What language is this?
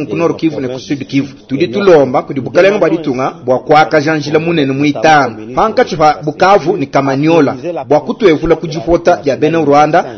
Luba-Lulua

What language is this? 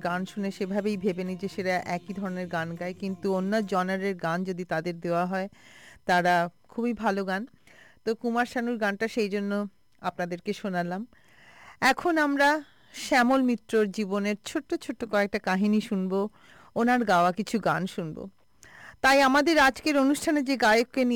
Bangla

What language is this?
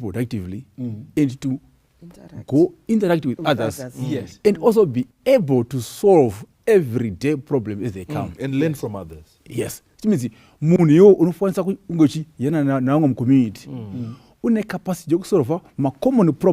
Shona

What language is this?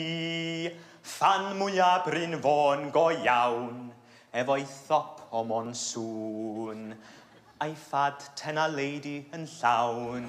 Welsh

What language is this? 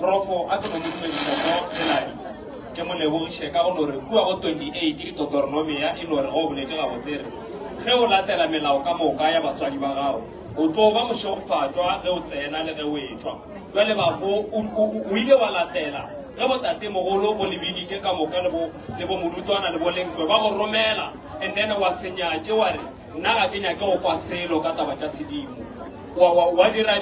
Northern Sotho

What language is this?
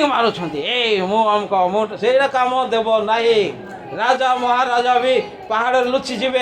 Odia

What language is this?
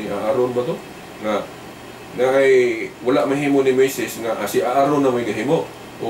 Cebuano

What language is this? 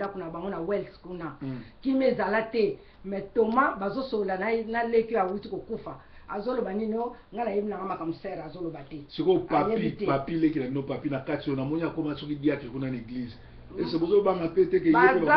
Lingala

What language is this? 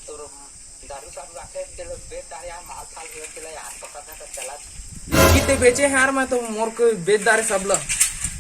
Chhattisgarhi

